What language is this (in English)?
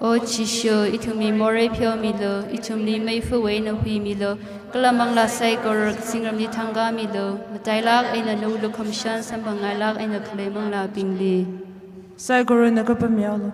Tangkhul Naga (India)